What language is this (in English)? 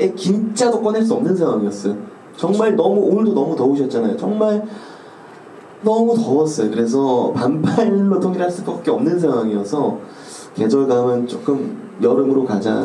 Korean